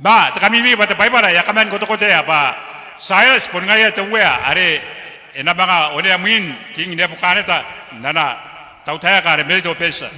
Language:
Gilbertese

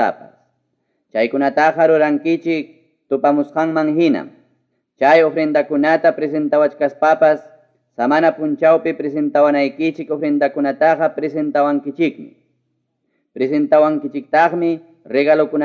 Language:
Ayacucho Quechua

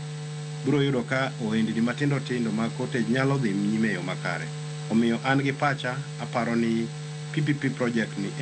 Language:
Luo (Kenya and Tanzania)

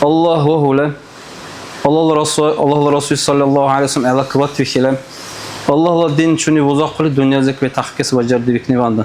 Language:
Dargwa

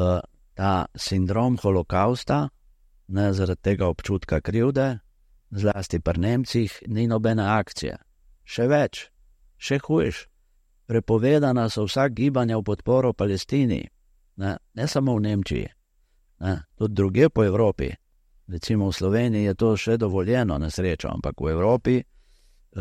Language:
Slovenian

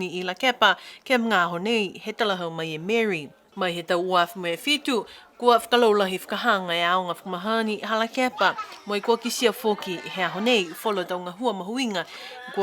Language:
Niuean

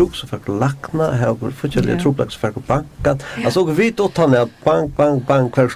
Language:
Faroese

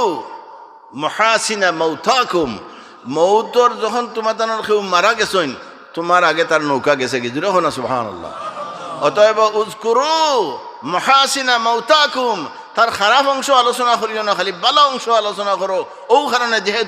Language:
Sylheti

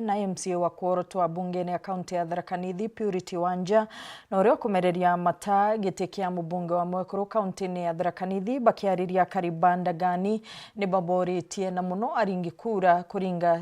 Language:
Meru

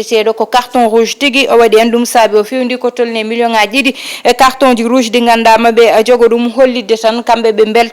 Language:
Fula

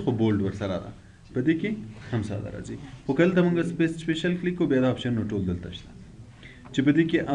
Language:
Pashto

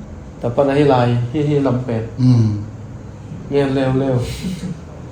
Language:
Tedim Chin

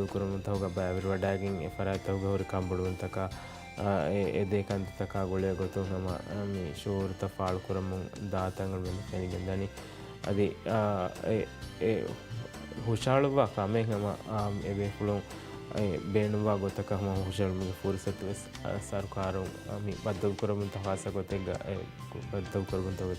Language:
Divehi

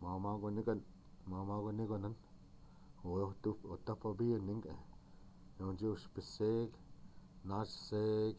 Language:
Chippewa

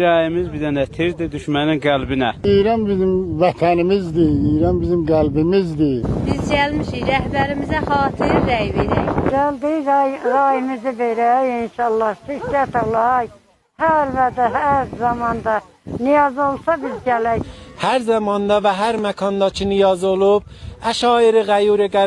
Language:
South Azerbaijani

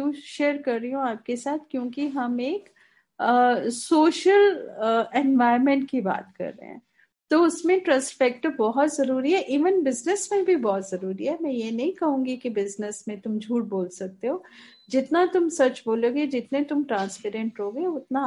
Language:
Hindi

